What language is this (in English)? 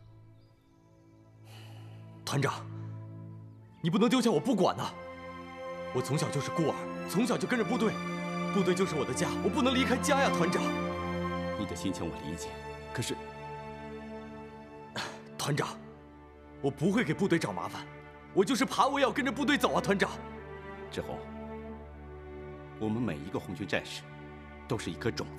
Chinese